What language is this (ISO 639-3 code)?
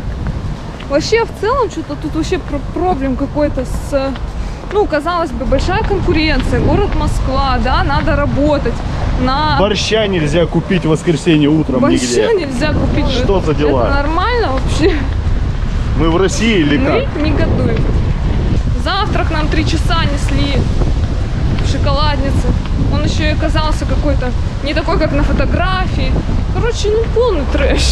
rus